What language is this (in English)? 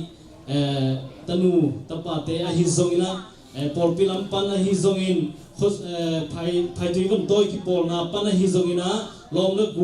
Tedim Chin